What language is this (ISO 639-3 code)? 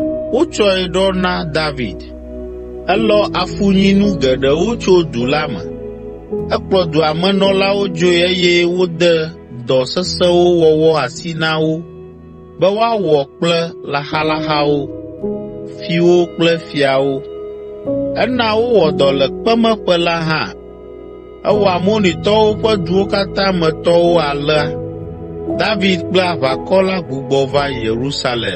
ewe